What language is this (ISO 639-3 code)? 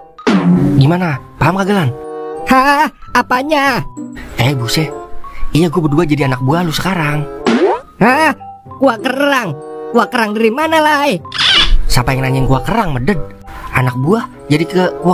bew